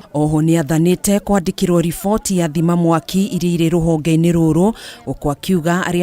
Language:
Kikuyu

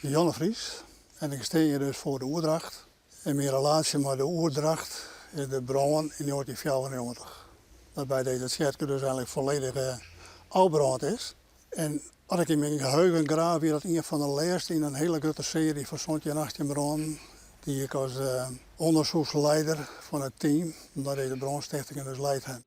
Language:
Western Frisian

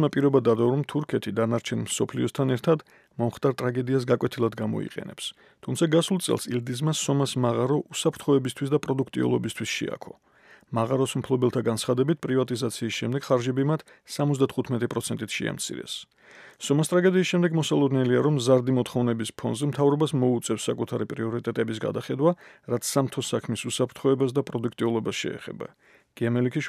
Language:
Georgian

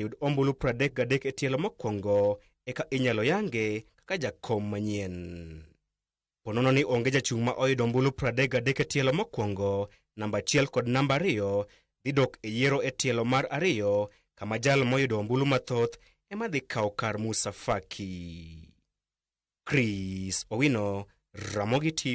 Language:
Luo (Kenya and Tanzania)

